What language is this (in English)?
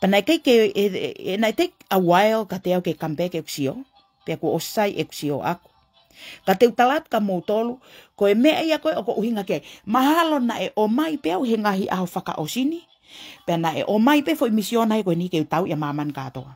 Tongan